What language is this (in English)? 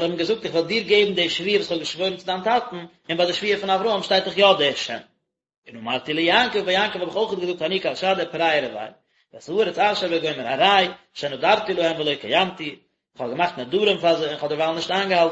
Yiddish